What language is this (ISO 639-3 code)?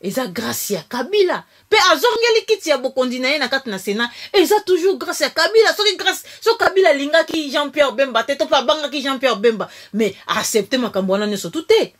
lin